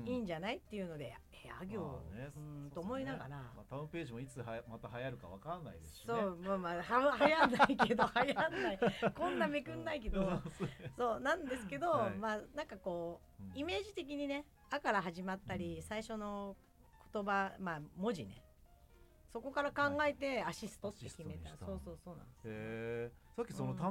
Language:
Japanese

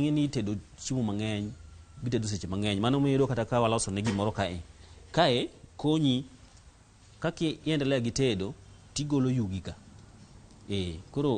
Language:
Luo (Kenya and Tanzania)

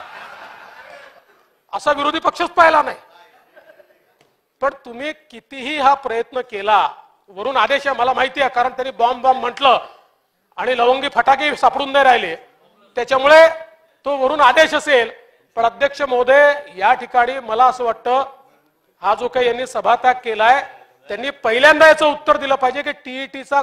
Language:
Marathi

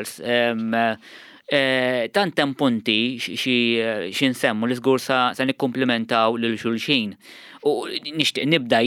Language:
Maltese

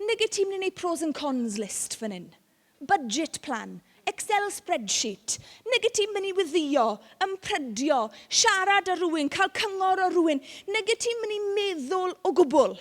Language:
Welsh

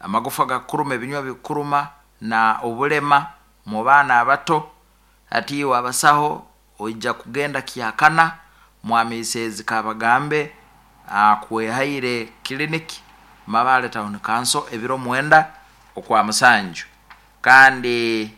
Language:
Nyoro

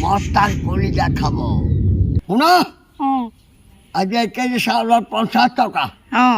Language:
Assamese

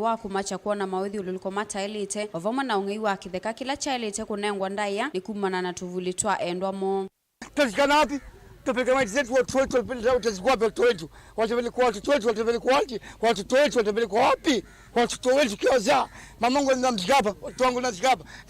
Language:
Kamba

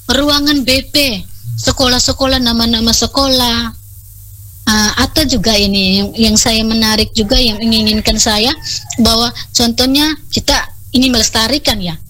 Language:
Indonesian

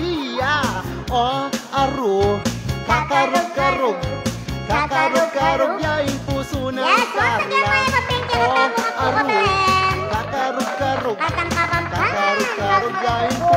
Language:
Pampanga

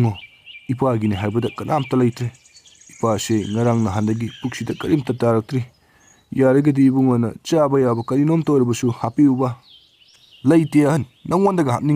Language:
Manipuri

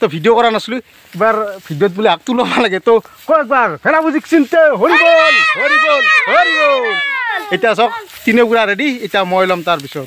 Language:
Assamese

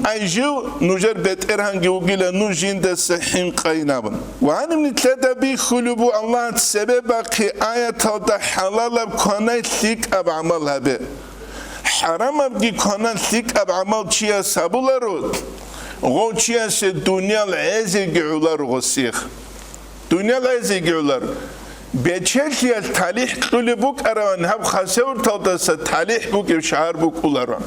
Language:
Avaric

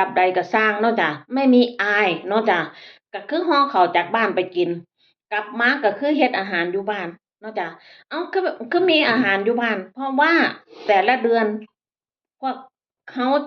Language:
Northeastern Thai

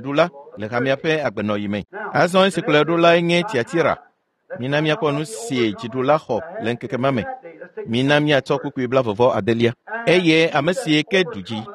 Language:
Ewe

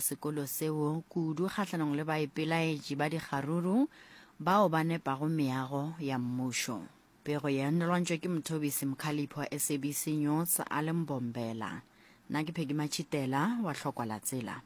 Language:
Northern Sotho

